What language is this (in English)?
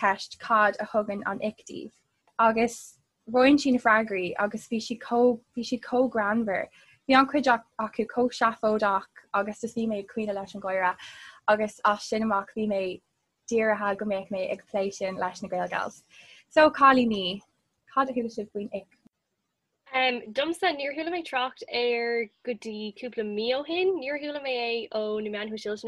Irish